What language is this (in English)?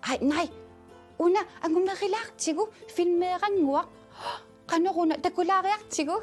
Kalaallisut